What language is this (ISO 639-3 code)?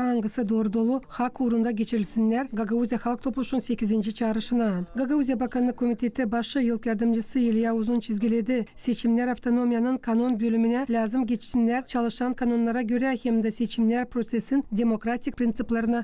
gag